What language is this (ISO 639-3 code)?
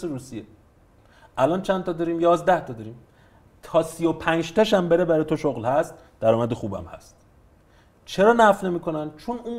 fas